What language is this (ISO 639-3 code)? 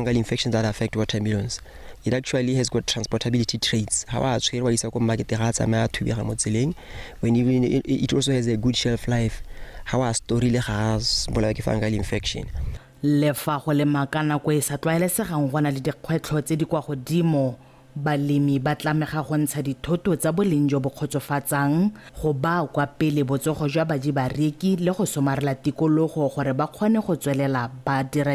tsn